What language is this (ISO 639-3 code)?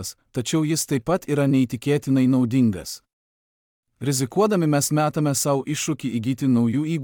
lit